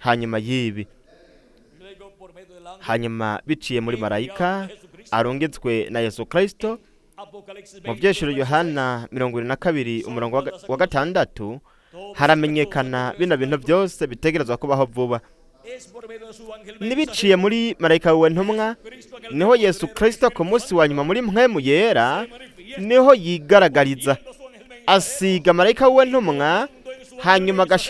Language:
Rundi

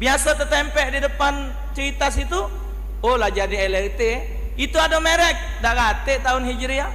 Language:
Musi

